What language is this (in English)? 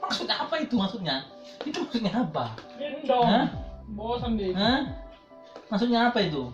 Betawi